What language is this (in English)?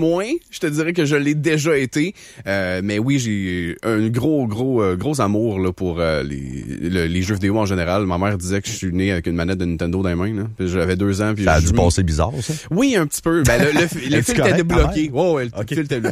French